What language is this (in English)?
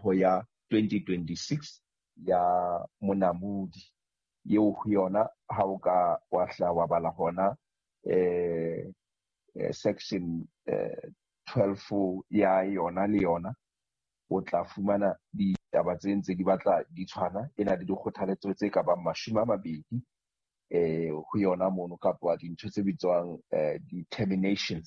Southern Sotho